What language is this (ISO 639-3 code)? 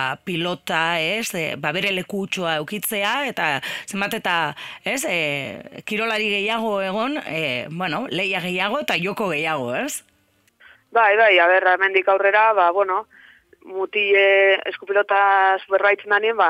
eus